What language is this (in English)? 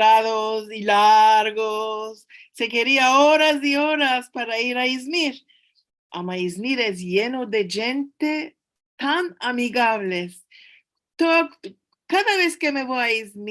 Ladino